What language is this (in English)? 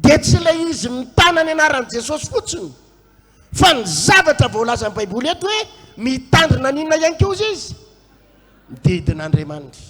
Malagasy